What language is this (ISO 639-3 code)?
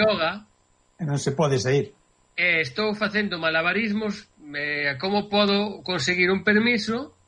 glg